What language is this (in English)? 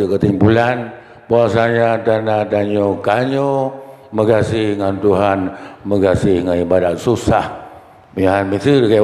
Achinese